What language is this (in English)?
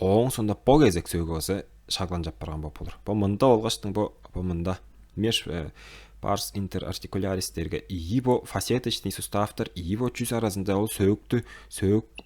Tuvinian